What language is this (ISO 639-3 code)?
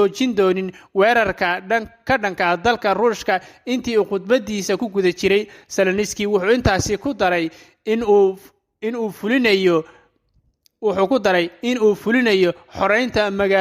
som